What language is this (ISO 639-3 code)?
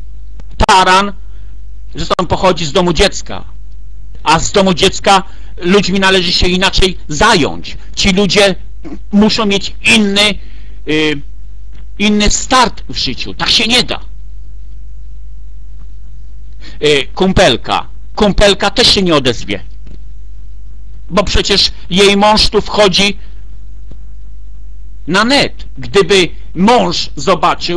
pol